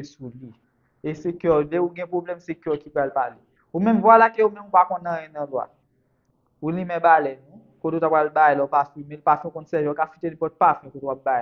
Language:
Haitian Creole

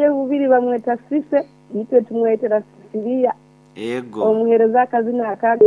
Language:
Nyoro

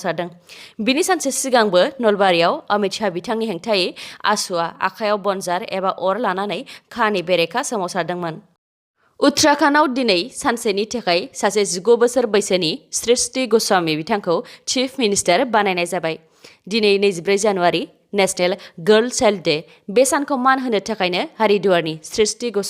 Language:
Bodo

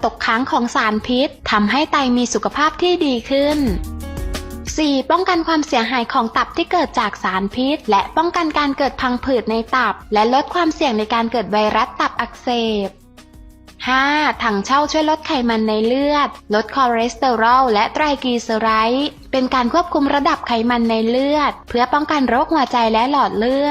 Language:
Lao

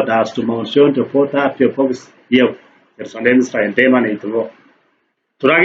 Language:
Kalenjin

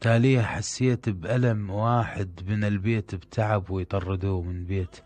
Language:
Mesopotamian Arabic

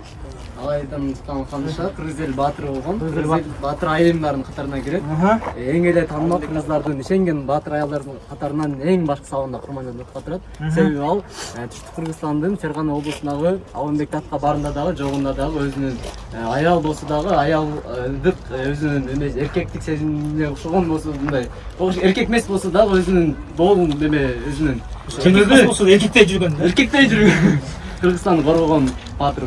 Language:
Kyrgyz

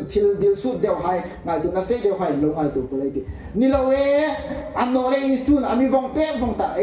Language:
Hmar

